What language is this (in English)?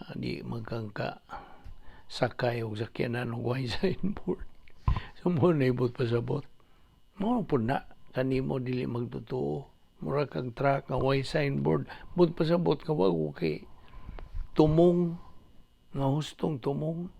Cebuano